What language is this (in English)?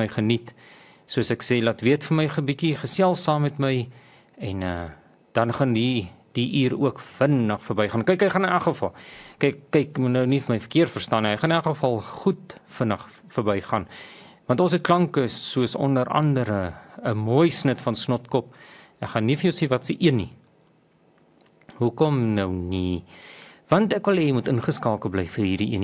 Afrikaans